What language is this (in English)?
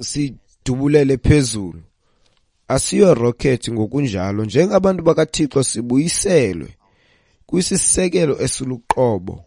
Xhosa